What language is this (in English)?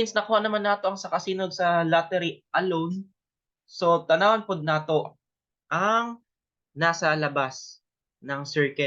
Cebuano